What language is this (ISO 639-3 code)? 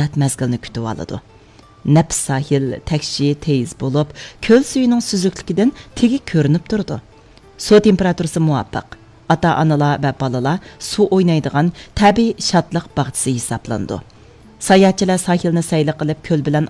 uig